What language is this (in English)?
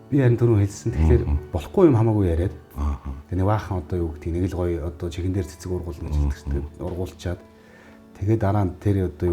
Mongolian